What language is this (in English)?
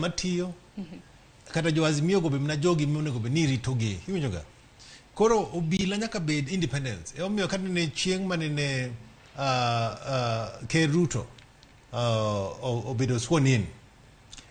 Luo (Kenya and Tanzania)